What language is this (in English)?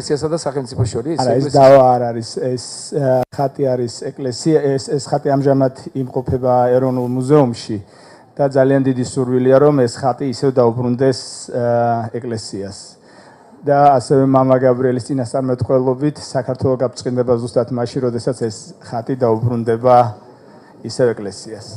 Georgian